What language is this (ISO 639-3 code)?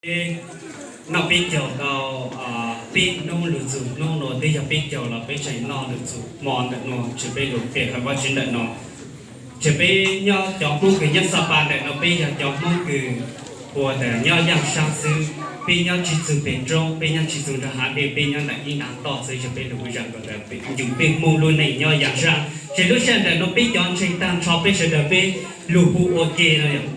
hmn